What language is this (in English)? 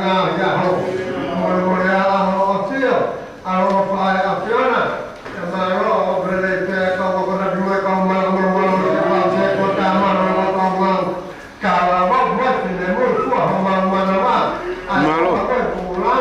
Tongan